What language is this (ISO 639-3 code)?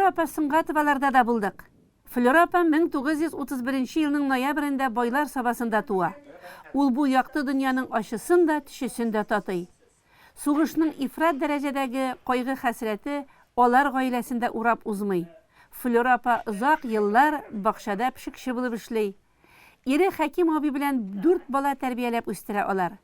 tat